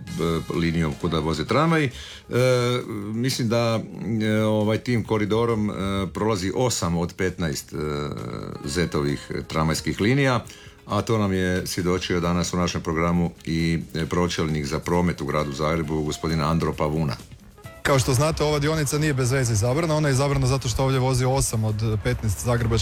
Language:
Croatian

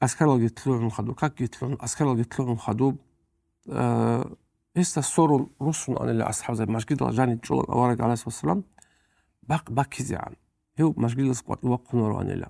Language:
Avaric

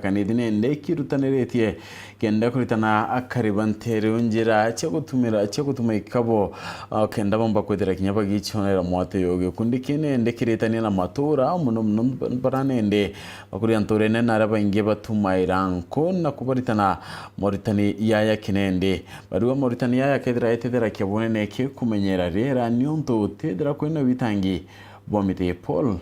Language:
Meru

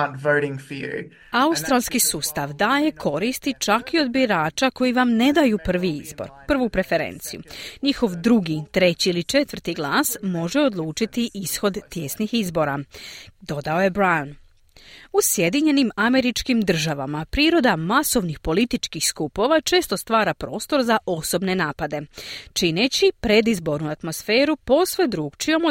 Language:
Croatian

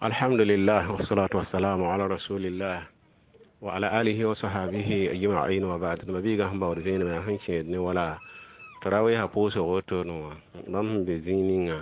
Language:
Mossi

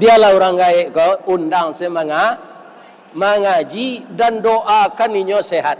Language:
Minangkabau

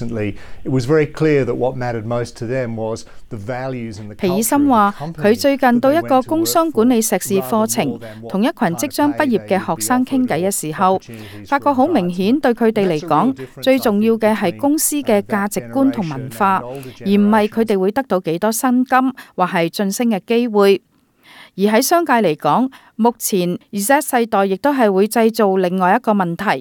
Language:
Cantonese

